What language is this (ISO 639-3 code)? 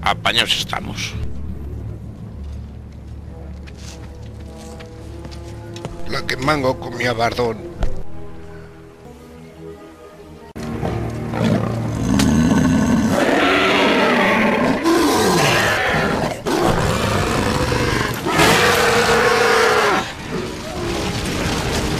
spa